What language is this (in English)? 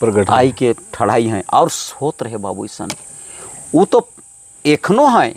Sadri